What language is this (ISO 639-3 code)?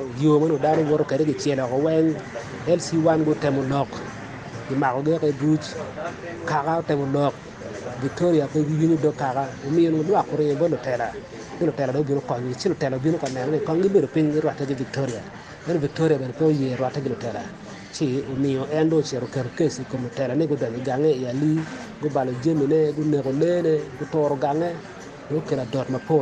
ach